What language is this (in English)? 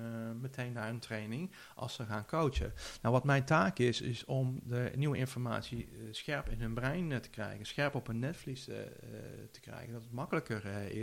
Dutch